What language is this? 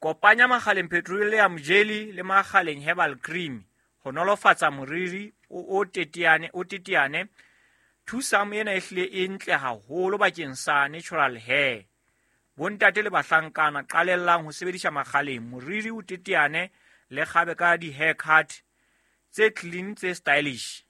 Southern Sotho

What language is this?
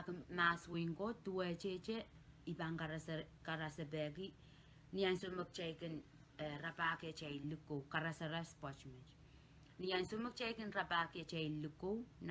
Pohnpeian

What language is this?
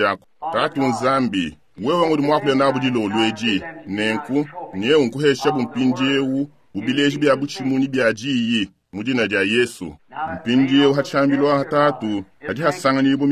Luba-Lulua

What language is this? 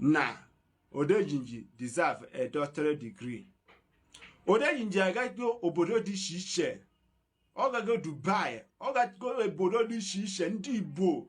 Igbo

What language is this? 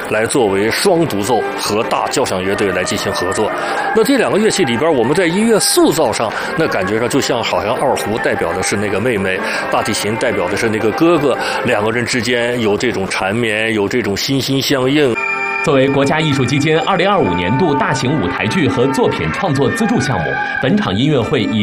Chinese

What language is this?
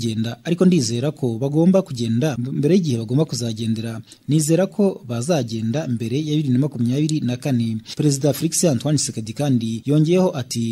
Kinyarwanda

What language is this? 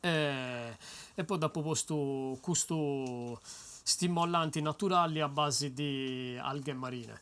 Sardinian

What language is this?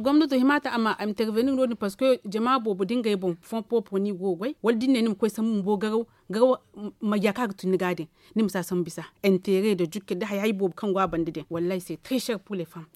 Zarma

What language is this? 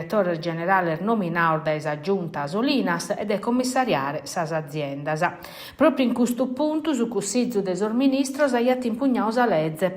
Sardinian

